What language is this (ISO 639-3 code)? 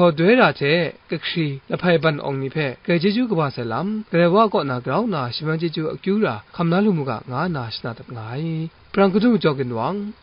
kac